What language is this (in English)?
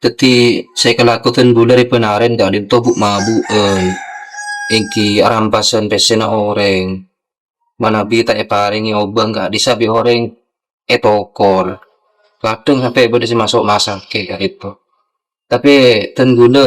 Madurese